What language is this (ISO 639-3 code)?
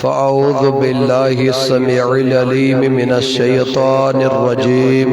kas